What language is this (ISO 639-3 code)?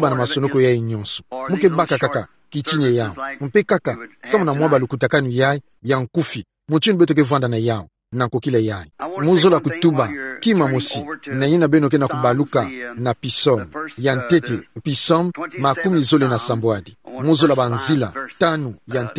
ktu